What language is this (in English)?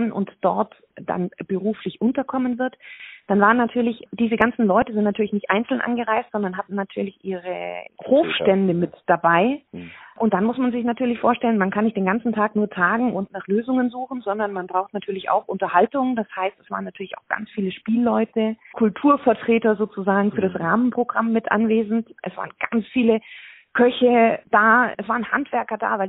German